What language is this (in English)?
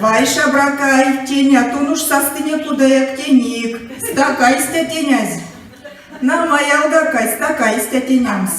Erzya